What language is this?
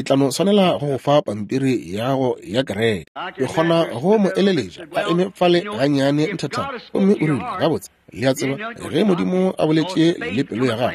Northern Sotho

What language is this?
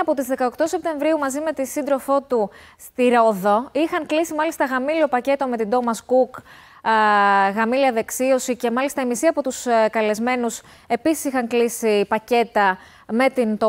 Greek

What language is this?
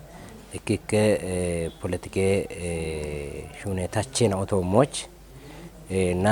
Kafa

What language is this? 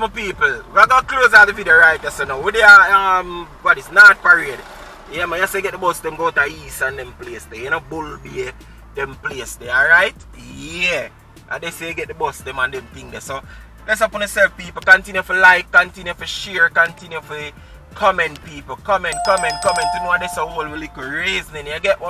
Jamaican Creole English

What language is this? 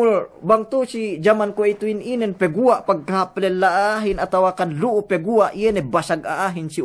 Yakan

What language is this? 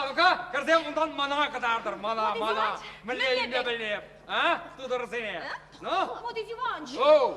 Chuvash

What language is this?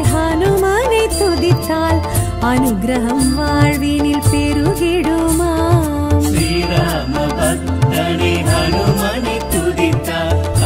Tamil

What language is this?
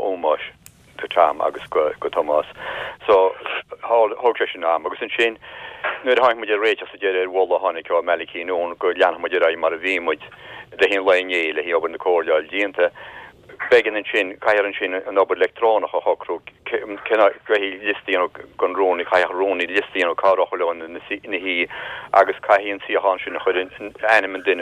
Irish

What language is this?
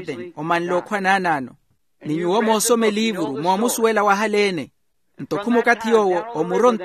Makhuwa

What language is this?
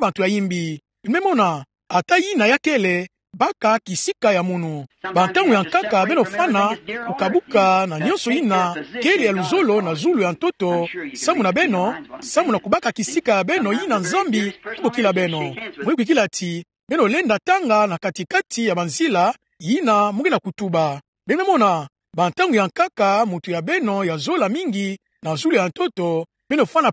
Kituba (Democratic Republic of Congo)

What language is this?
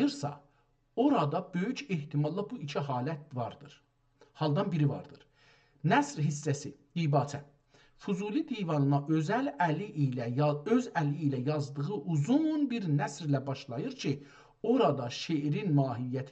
South Azerbaijani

